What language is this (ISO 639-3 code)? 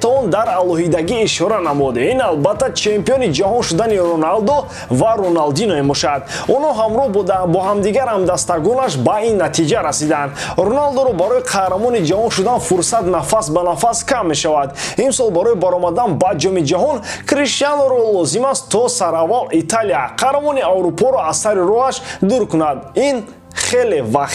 tgk